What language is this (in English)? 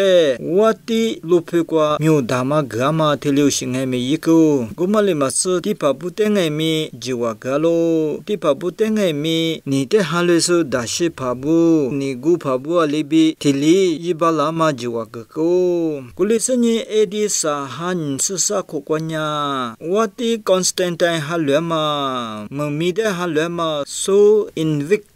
Lisu